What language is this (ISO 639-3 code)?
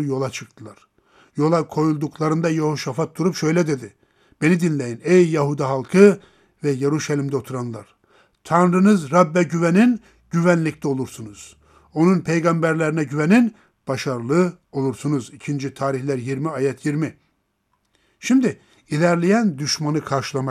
tur